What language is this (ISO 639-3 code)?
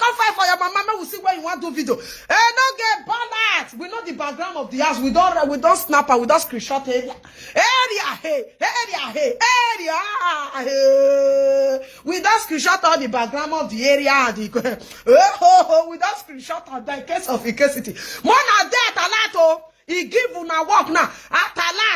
pcm